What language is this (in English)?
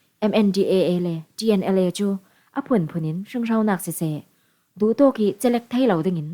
Falam Chin